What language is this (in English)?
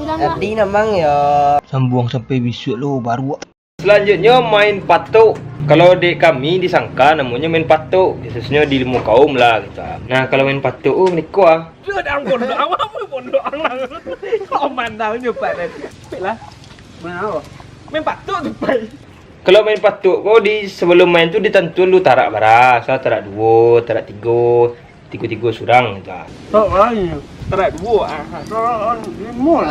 Minangkabau